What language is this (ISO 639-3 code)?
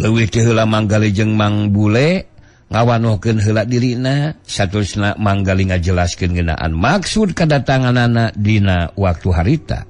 sun